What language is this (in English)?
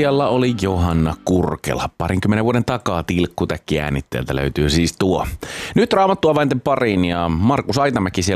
Finnish